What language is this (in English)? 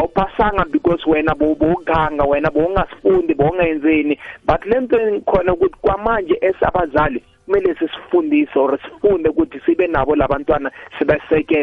South Ndebele